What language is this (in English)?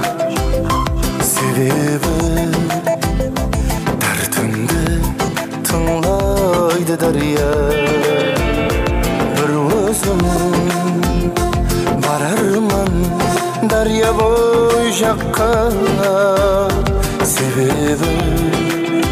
Kara-Kalpak